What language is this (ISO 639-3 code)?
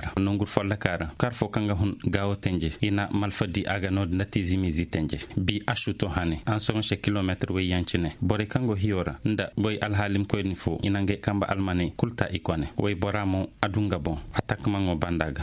ses